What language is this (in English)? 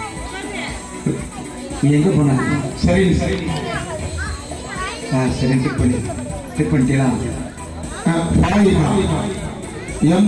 Tamil